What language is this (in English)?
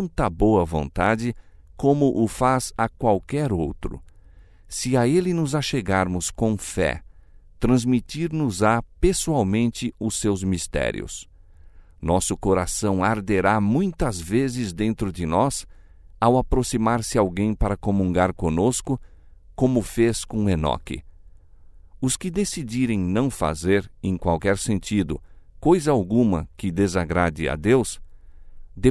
Portuguese